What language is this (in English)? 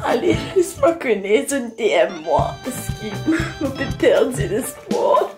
Morisyen